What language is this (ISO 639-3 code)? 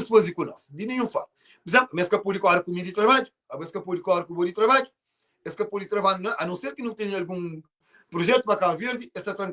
kea